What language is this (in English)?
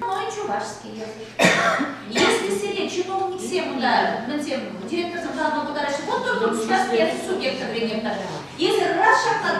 Chuvash